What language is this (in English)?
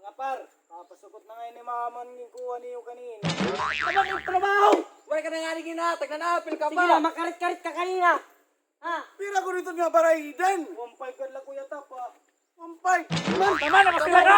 Waray